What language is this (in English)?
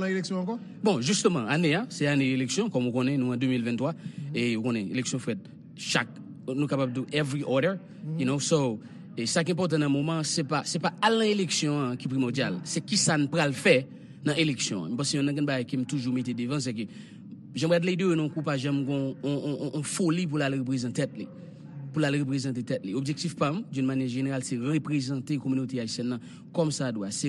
Haitian Creole